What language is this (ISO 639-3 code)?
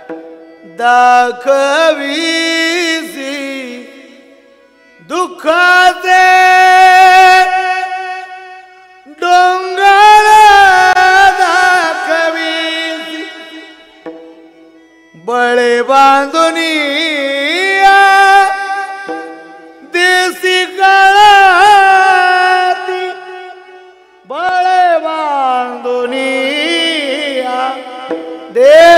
mar